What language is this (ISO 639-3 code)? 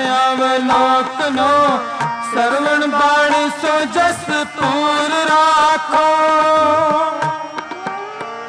pan